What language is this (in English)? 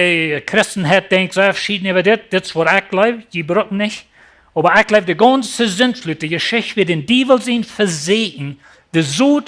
Plautdietsch